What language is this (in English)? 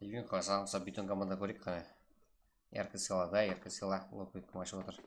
Kara-Kalpak